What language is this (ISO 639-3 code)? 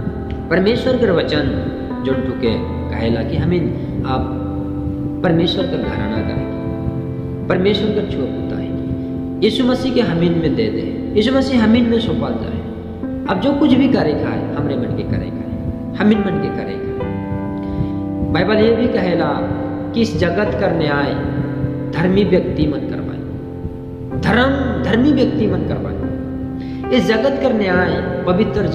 sck